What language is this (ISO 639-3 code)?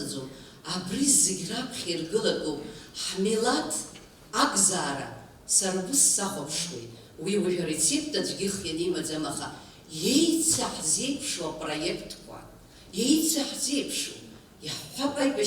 abk